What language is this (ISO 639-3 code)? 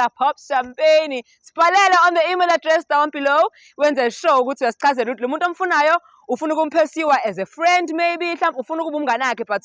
zul